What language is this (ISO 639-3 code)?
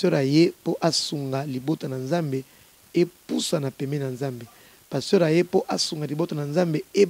lin